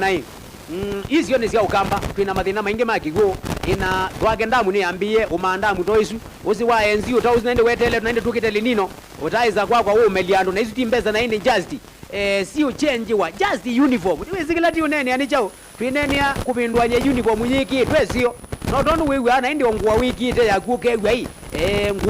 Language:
Kamba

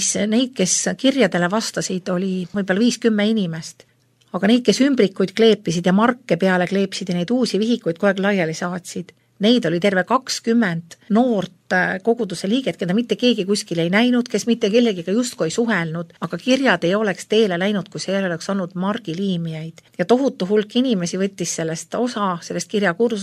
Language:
Estonian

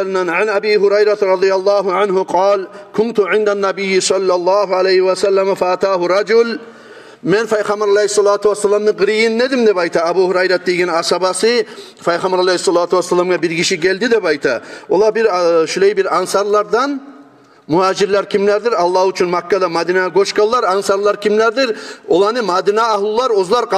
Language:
Kumyk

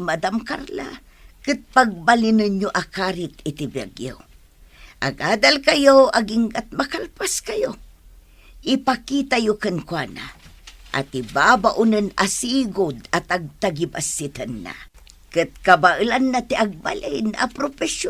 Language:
Iloko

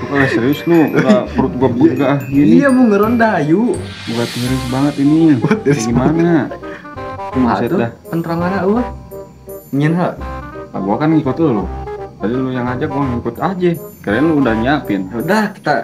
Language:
Betawi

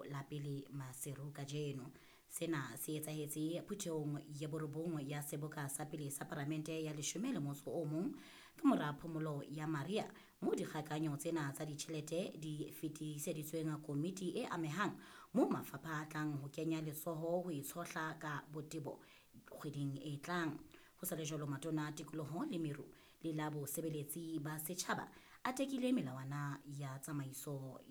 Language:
Southern Sotho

